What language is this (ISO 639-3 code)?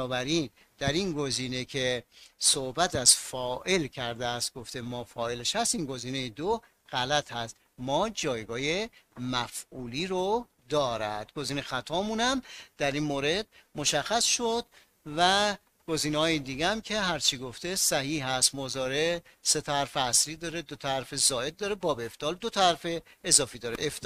fas